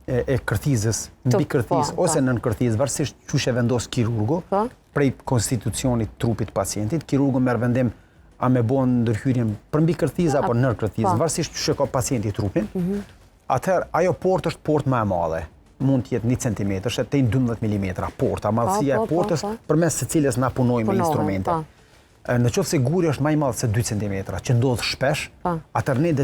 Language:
Albanian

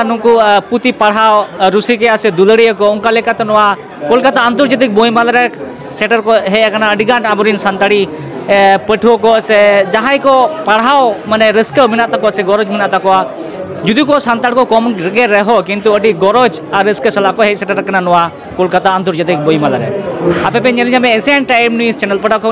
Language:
Santali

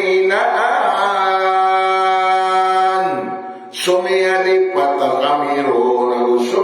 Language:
Maranao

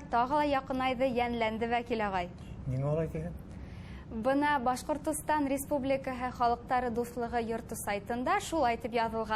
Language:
Bashkir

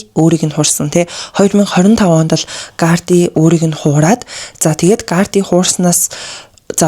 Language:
Mongolian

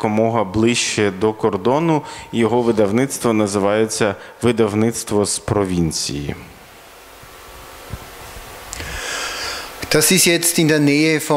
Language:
Ukrainian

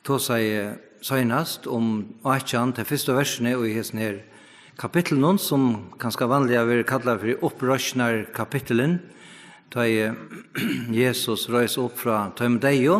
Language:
Faroese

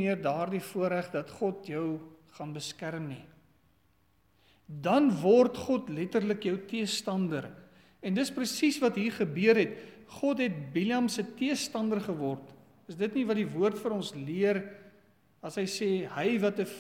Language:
Afrikaans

